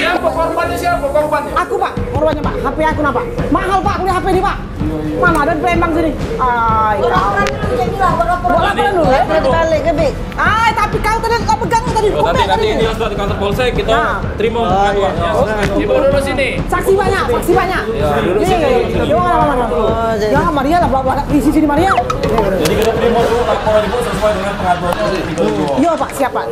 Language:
Musi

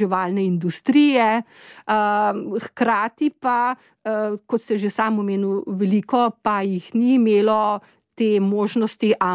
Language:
Slovenian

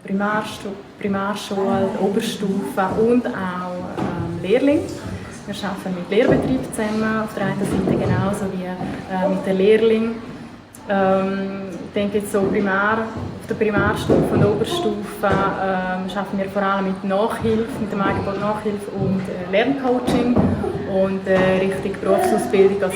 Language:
Swiss German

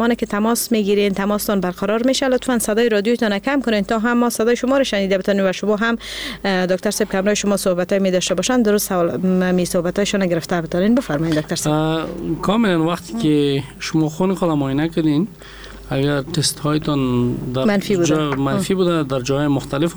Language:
Persian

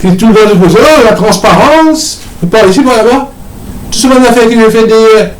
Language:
Morisyen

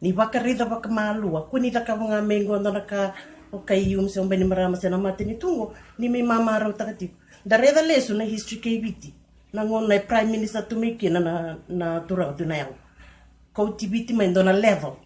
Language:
Fijian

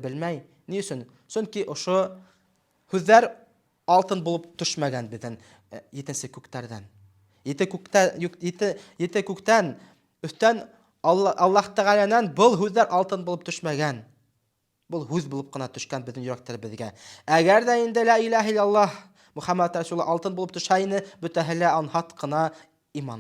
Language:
Bashkir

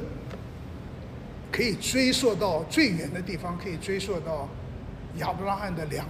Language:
Chinese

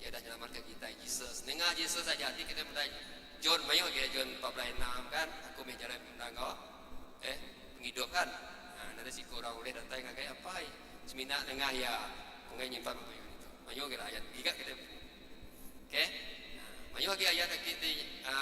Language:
Iban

